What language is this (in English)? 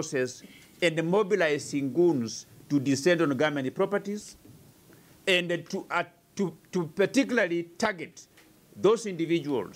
Kamba